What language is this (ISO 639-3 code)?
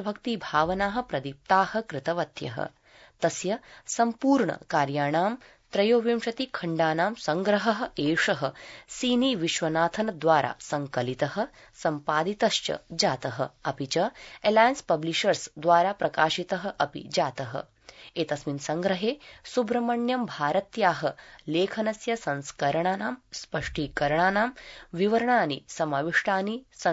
san